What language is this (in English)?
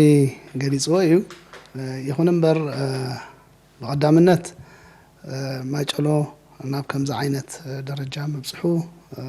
Tigrinya